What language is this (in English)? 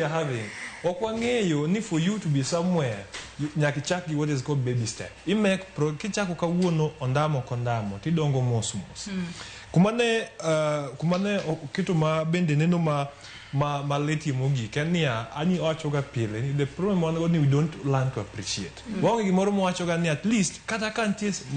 Luo (Kenya and Tanzania)